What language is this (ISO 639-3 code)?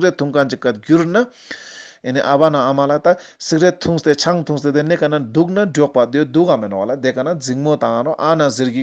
lbj